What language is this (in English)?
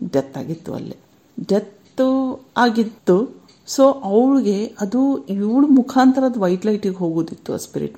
Kannada